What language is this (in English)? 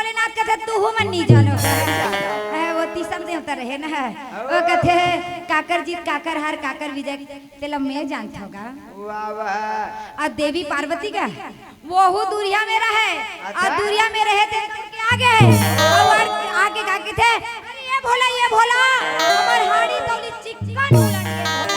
Chhattisgarhi